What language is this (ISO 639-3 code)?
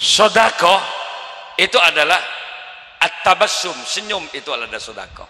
mad